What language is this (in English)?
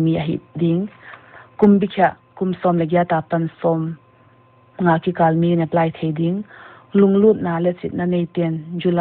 Paite Chin